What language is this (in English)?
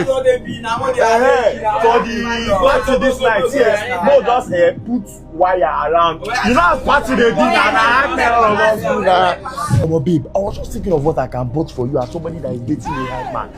Nigerian Pidgin